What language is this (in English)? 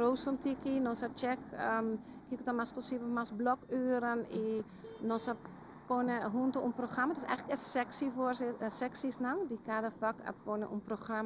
Papiamento